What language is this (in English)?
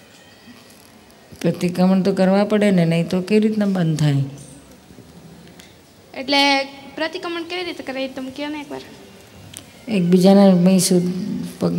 Gujarati